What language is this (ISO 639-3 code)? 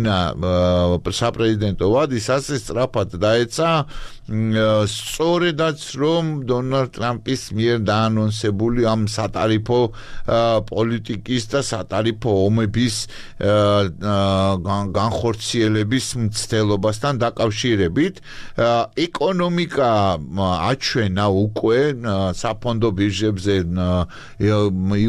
kat